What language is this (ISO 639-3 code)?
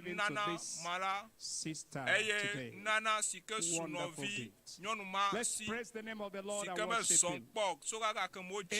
ewe